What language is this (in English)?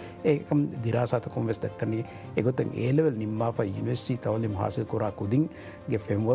Divehi